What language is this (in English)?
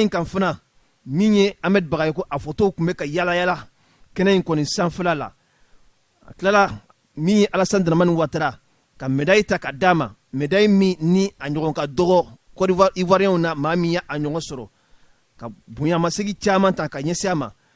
Bambara